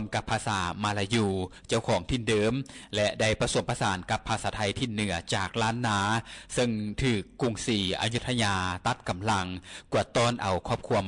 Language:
Lao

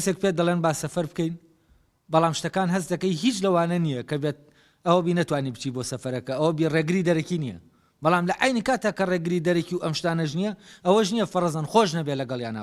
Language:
Central Kurdish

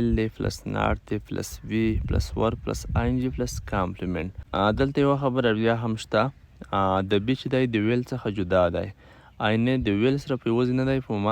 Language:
Pashto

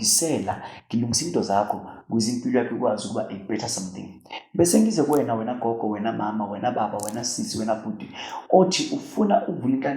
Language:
Zulu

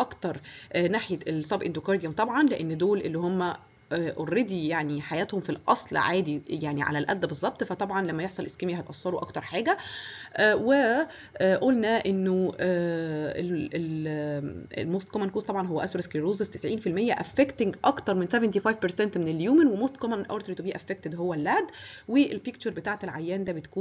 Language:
Egyptian Arabic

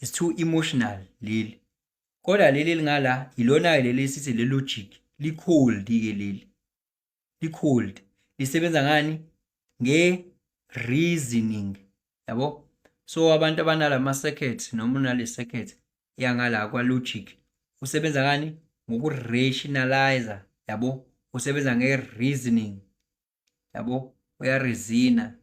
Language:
Zulu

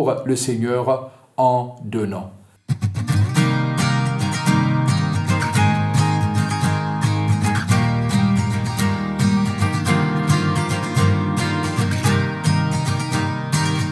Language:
French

